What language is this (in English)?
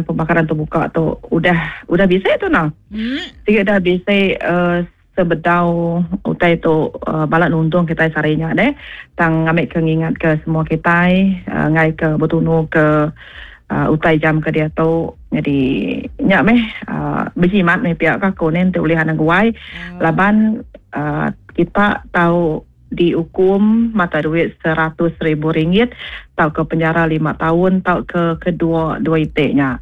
Iban